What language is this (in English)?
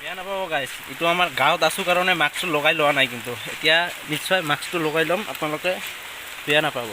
Assamese